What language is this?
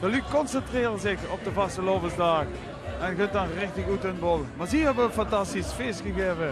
Limburgish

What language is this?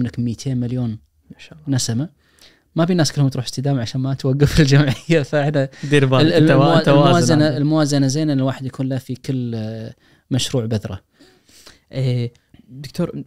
Najdi Arabic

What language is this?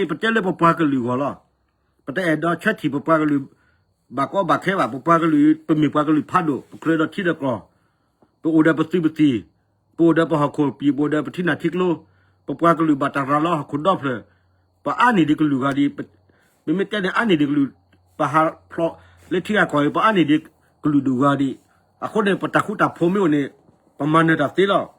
S'gaw Karen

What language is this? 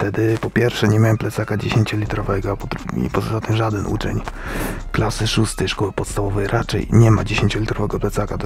Polish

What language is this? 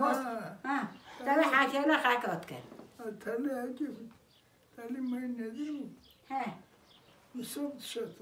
Kurdish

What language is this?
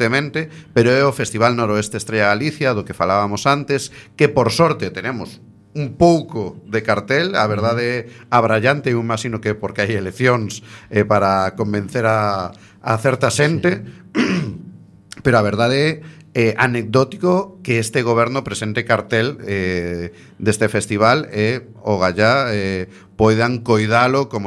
Galician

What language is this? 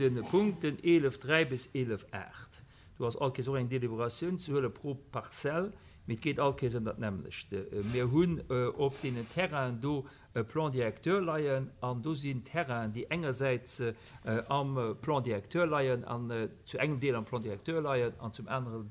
Luxembourgish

